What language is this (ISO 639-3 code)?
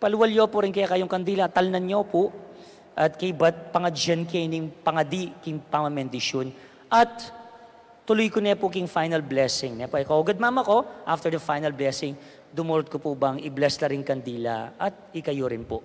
pam